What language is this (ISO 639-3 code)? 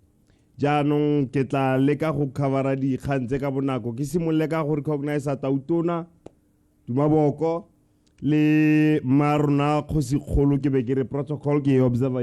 tsn